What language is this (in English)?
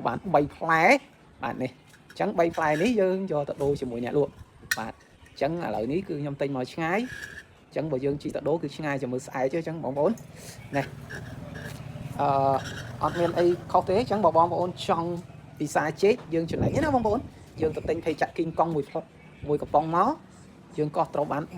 Khmer